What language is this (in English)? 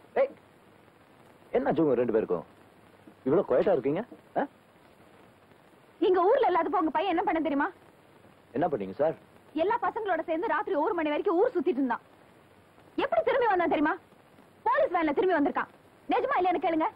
Tamil